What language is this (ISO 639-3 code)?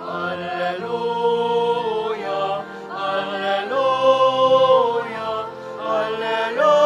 pam